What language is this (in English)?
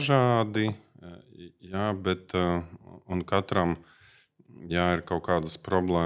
Latvian